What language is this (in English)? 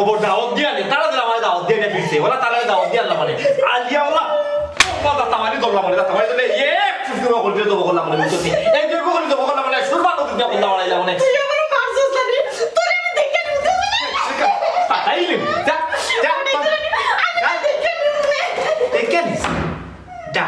Sylheti